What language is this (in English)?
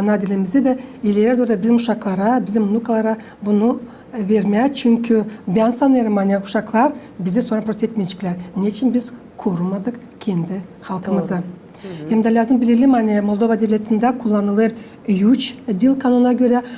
Gagauz